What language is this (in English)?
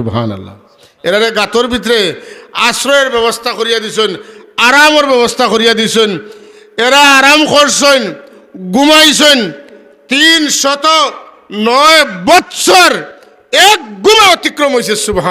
Sylheti